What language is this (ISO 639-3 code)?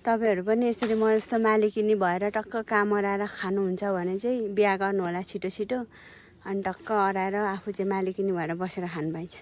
nep